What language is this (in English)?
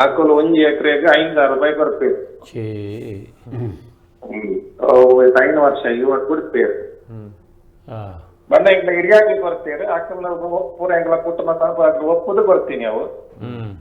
Tulu